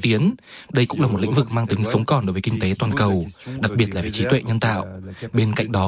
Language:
Vietnamese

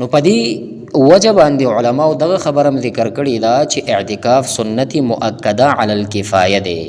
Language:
Pashto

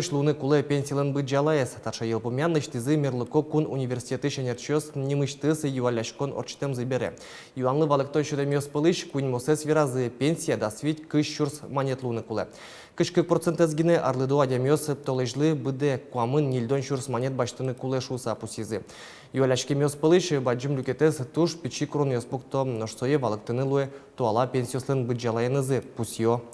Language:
Udmurt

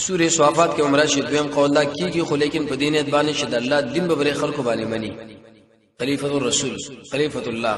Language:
Pashto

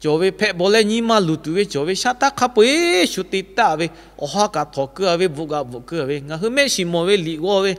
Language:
Lahu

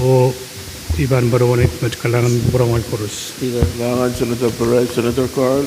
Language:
Pohnpeian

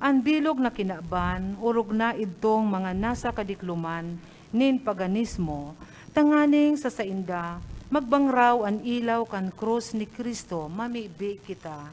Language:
Bikol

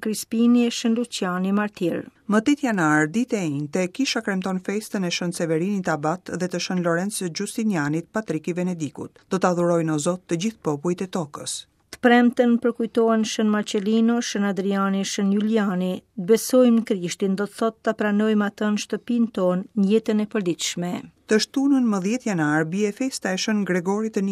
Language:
Albanian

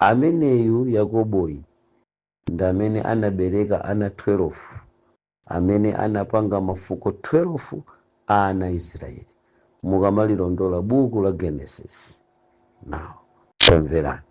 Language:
Nyanja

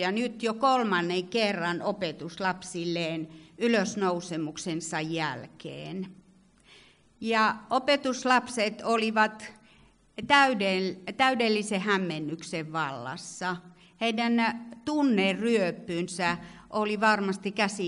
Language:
Finnish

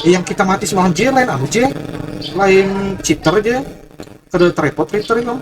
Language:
Banjar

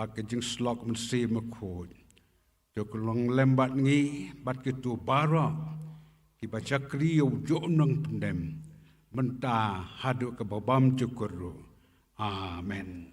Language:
Khasi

